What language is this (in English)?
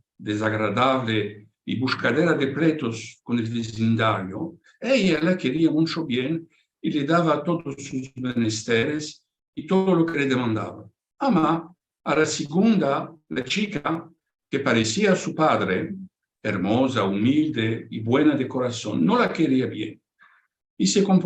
Ladino